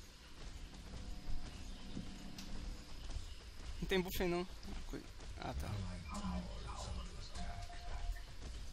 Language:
Portuguese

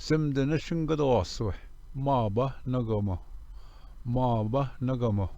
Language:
Ojibwa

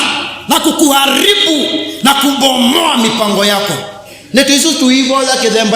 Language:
Kamba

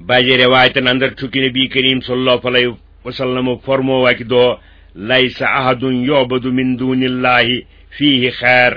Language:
Kashmiri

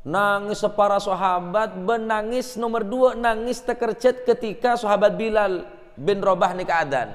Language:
Madurese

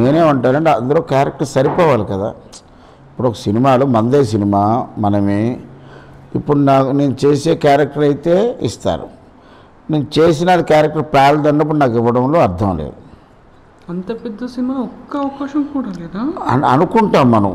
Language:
Telugu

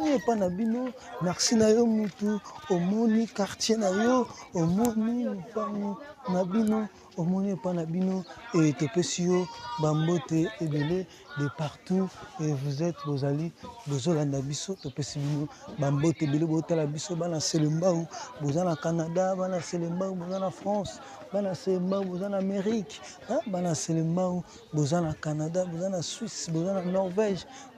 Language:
Lingala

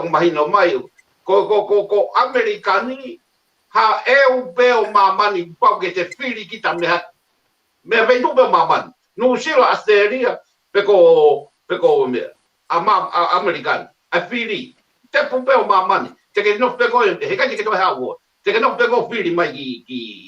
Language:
Tongan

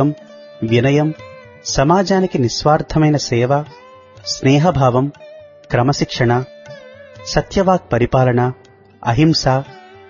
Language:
Telugu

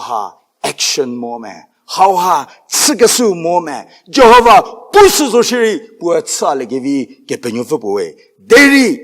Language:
Angami Naga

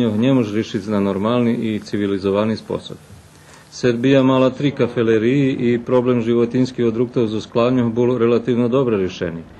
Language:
Rusyn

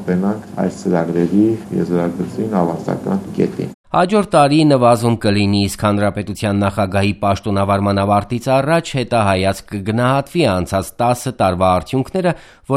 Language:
Armenian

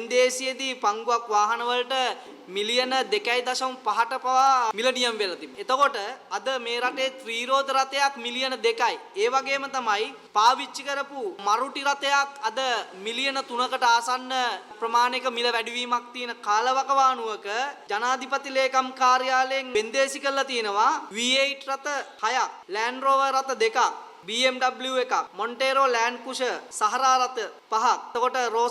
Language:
Sinhala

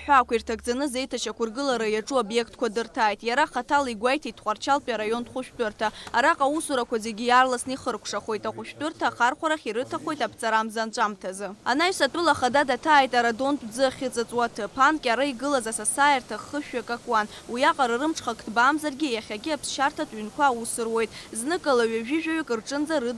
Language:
Abkhazian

